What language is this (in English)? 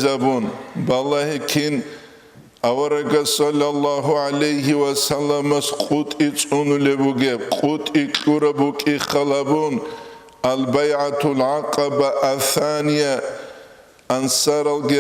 Avaric